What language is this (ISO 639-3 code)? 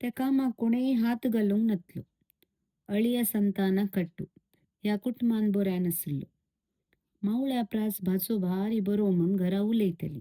kok